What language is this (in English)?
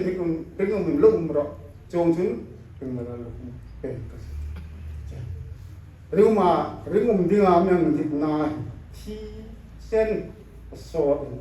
Hmar